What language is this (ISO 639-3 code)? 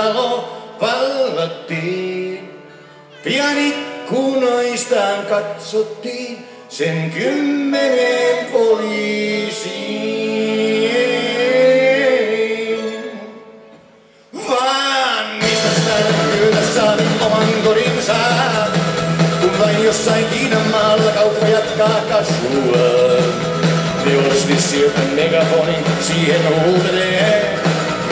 fin